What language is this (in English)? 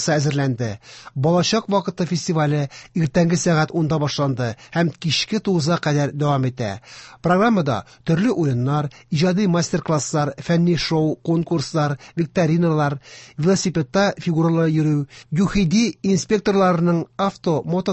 Tatar